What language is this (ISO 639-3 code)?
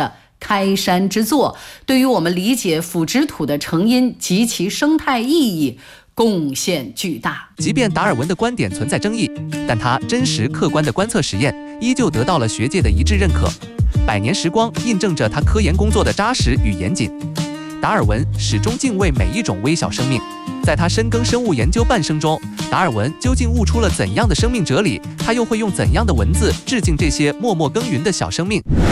zho